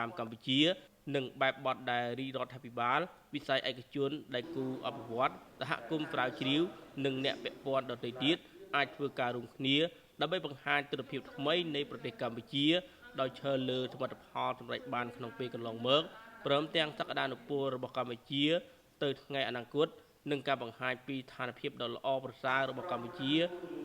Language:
Khmer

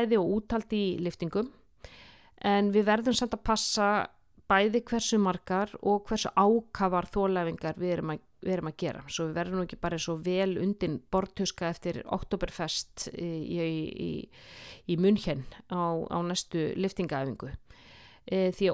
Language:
Icelandic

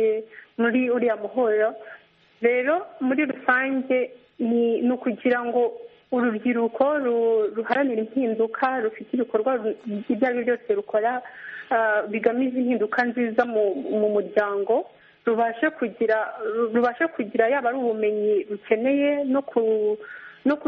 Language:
Kinyarwanda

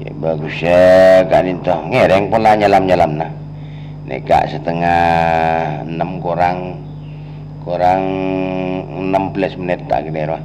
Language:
Madurese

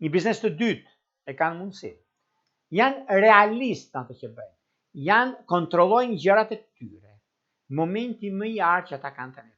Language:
Albanian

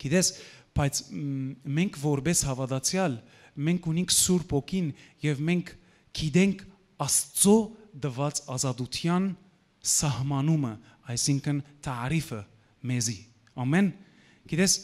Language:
Western Armenian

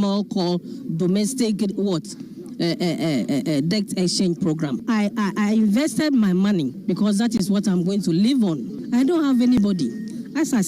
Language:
Akan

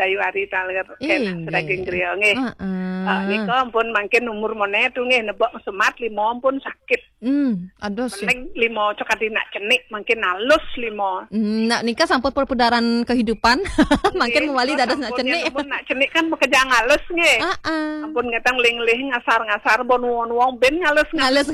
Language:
Balinese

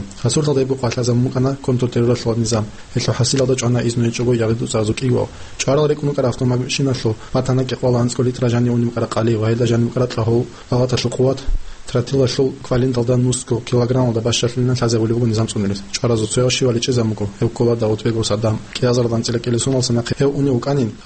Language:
Avaric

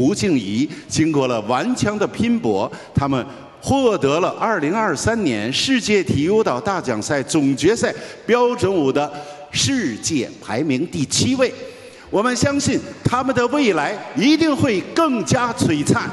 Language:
Chinese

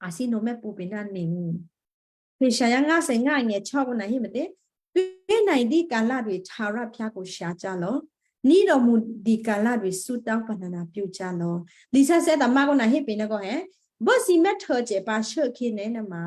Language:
Western Kayah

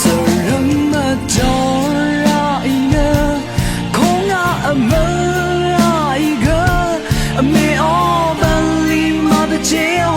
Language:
Rawang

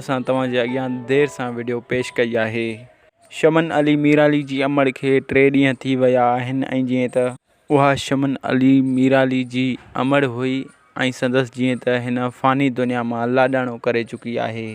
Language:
Sindhi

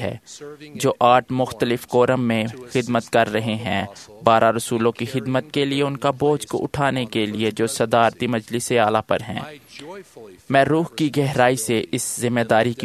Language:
Urdu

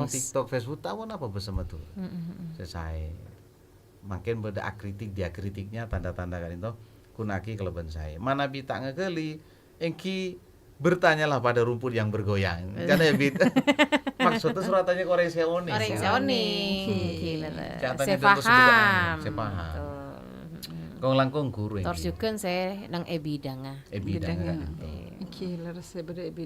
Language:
Madurese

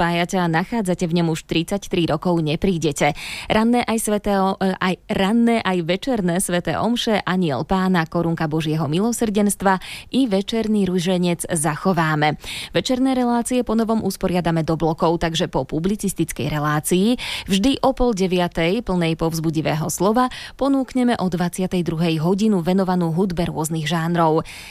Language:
Slovak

